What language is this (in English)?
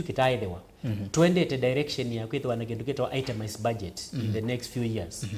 Kamba